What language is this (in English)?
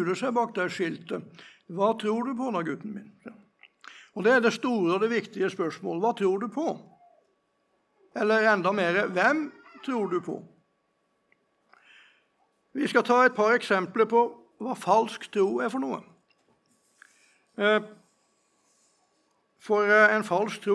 Norwegian